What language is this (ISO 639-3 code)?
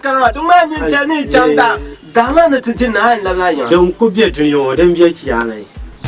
dag